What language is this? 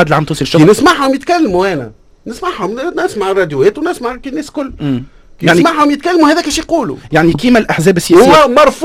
Tunisian Arabic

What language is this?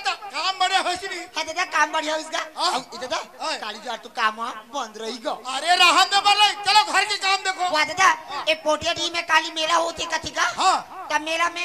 Chhattisgarhi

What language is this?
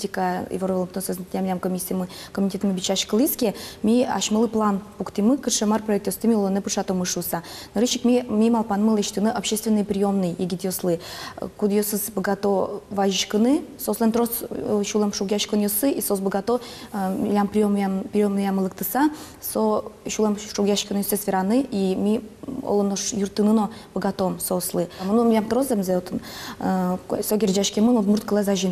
Udmurt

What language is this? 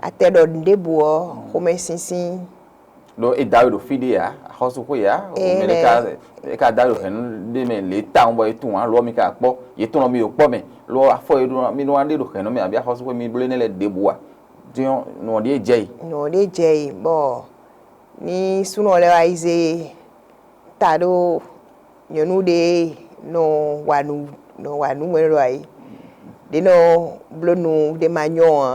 Fon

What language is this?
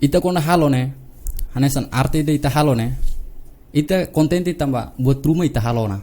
Tetum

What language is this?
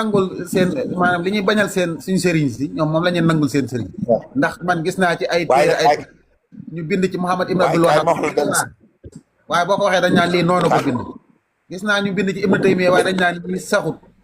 Wolof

